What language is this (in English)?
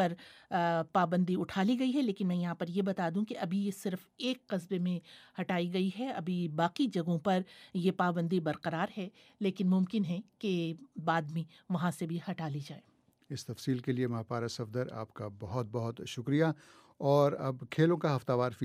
Urdu